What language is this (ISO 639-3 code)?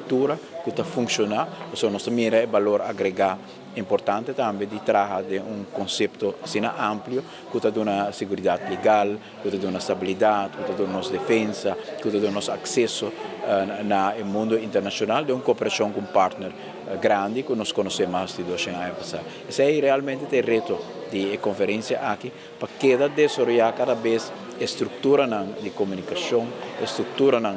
pap